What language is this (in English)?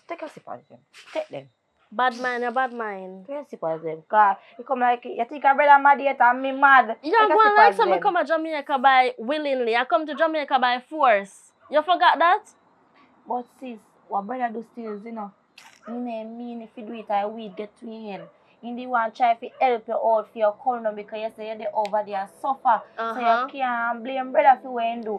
Jamaican Creole English